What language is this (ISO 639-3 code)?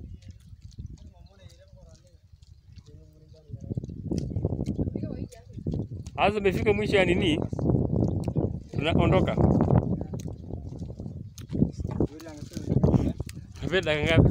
swa